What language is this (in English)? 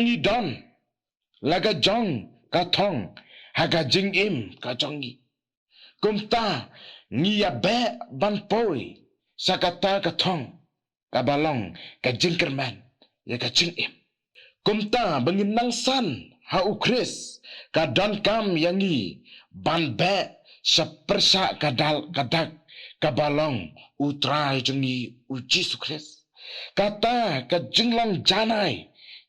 Khasi